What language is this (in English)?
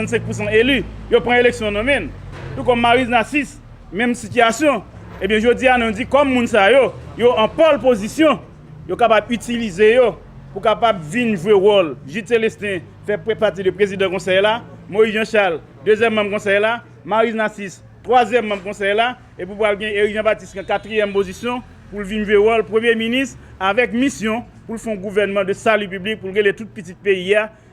Haitian Creole